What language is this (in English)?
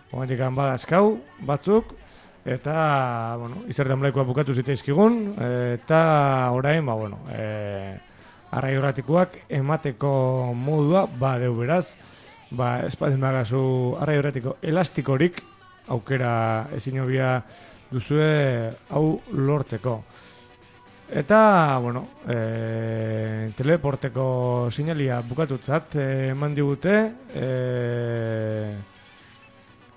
Basque